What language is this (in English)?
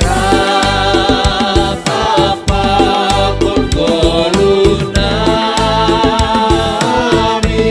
Batak Simalungun